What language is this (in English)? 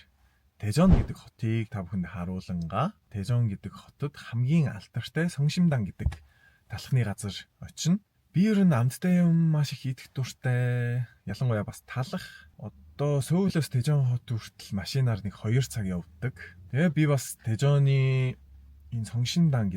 Mongolian